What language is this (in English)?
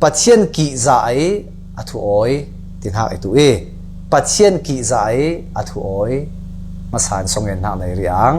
Falam Chin